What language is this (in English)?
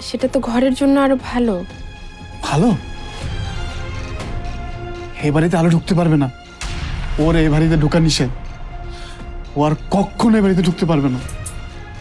Bangla